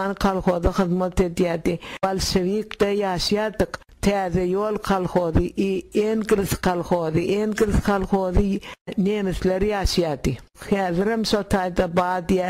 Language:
Turkmen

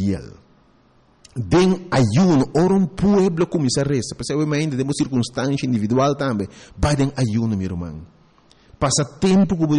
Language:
Papiamento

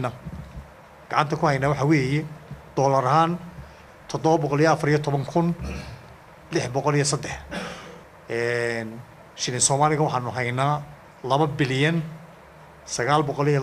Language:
Somali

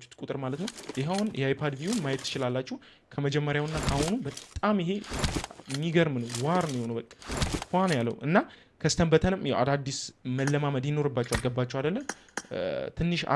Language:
Amharic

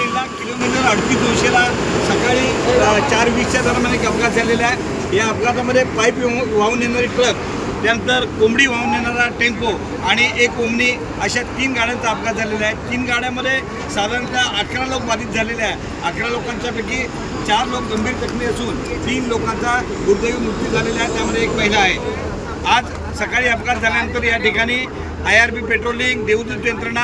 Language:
Marathi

